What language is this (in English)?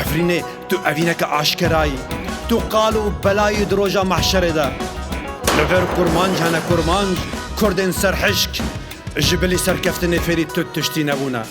Kurdish